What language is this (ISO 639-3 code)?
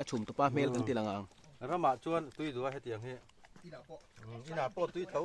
lus